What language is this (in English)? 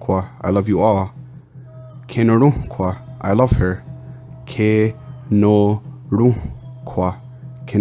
Mohawk